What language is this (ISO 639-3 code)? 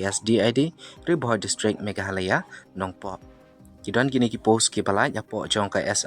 kha